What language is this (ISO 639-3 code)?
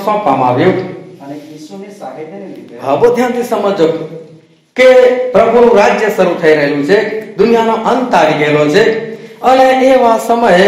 guj